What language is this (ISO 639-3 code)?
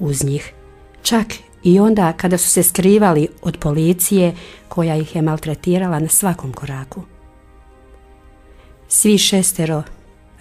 hrv